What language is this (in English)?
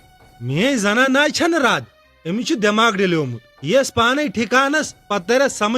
Kashmiri